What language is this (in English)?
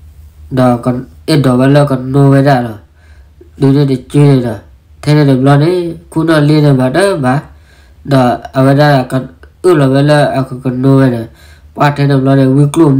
S'gaw Karen